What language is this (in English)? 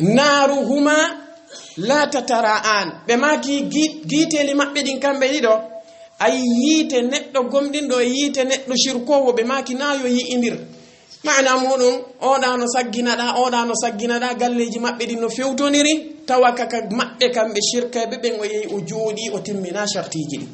Fula